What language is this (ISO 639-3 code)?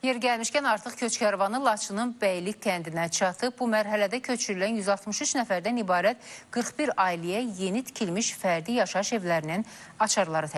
aze